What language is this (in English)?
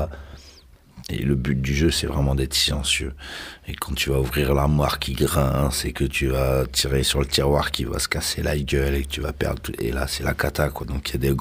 French